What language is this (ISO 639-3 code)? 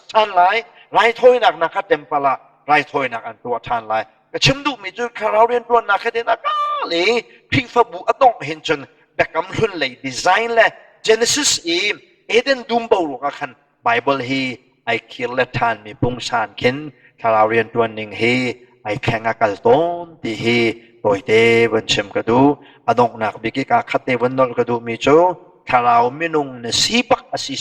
cnh